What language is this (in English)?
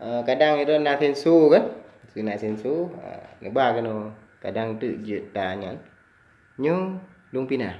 Achinese